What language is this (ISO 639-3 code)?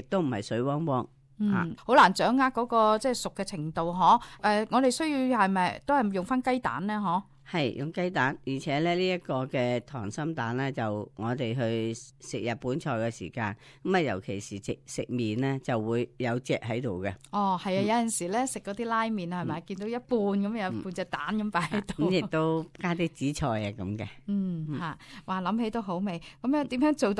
yue